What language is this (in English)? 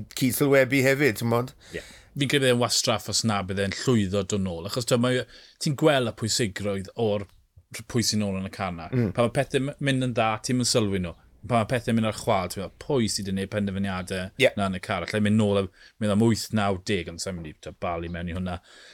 Welsh